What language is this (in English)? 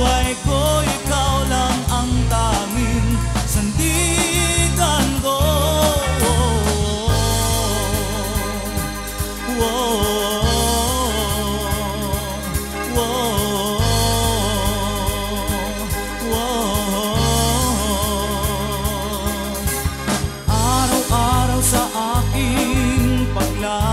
Filipino